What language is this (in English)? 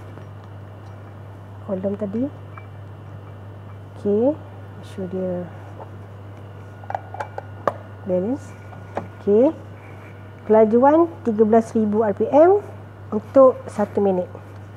Malay